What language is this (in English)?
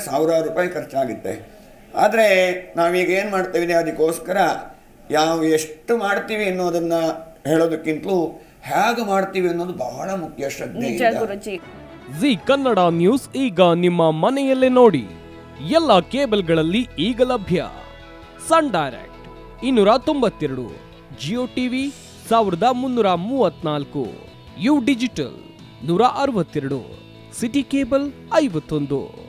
Kannada